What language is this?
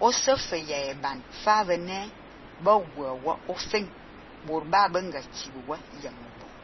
Fang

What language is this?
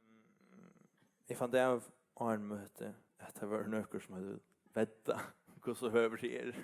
Faroese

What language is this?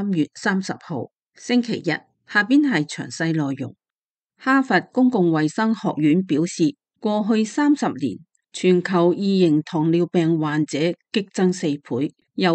Cantonese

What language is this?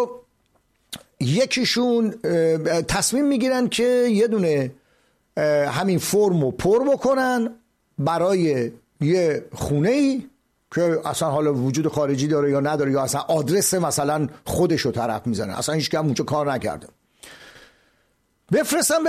Persian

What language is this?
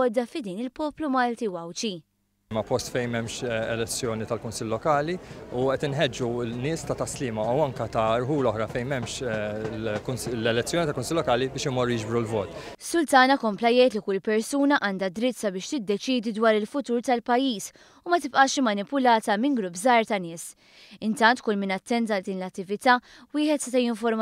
Maltese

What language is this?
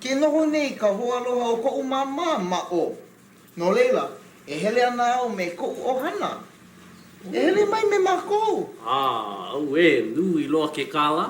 Hawaiian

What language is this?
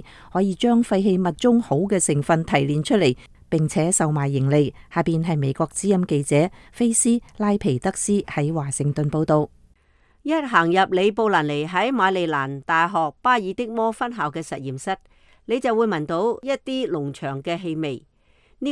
Cantonese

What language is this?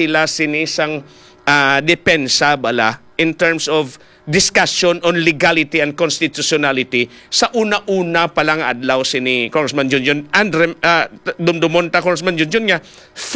Hiligaynon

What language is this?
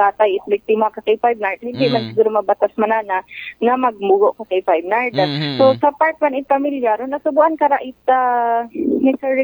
Aklanon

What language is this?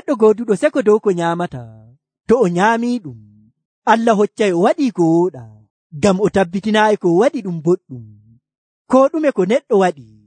Nigerian Fulfulde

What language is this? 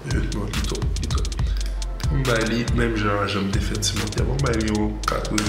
Haitian Creole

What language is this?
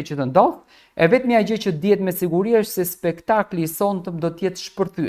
Albanian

